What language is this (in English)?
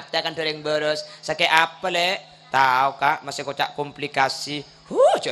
Madurese